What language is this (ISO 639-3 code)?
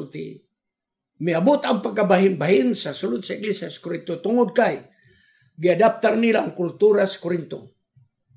ceb